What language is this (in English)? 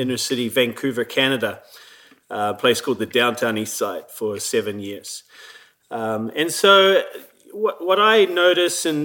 English